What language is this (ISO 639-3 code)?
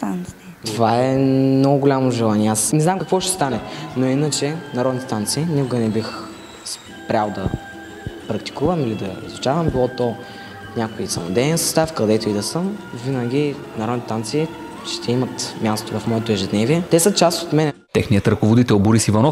bul